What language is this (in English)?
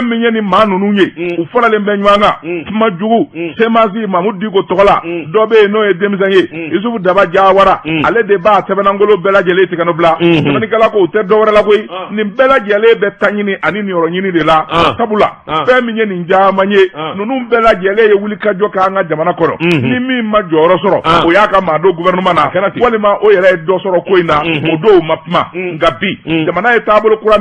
Bambara